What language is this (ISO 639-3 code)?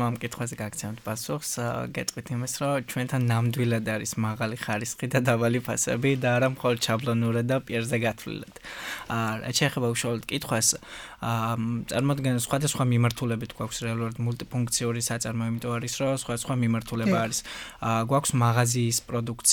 kat